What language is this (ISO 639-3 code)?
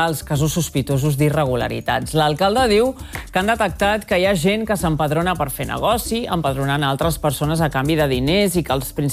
cat